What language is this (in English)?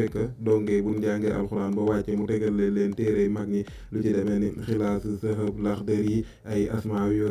Wolof